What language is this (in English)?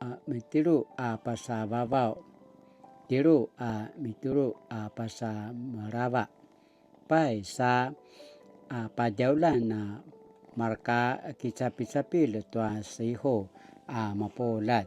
Paiwan